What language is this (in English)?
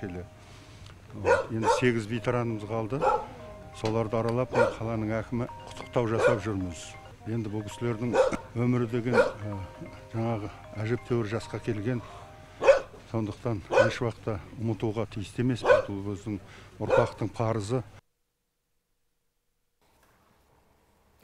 Kazakh